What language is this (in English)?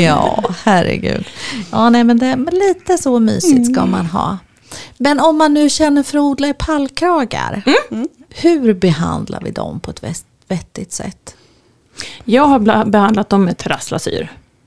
Swedish